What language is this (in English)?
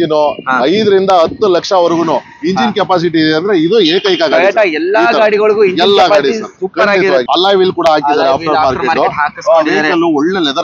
Kannada